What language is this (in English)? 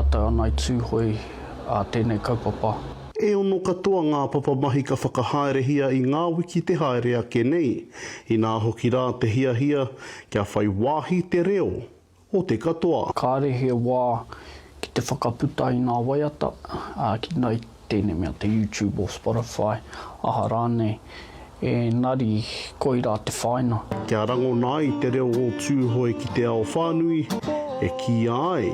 Māori